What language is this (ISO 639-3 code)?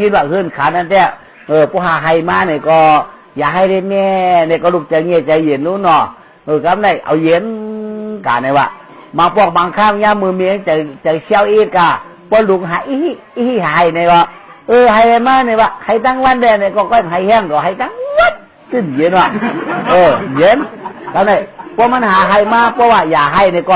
shn